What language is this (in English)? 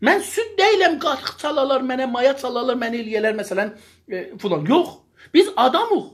South Azerbaijani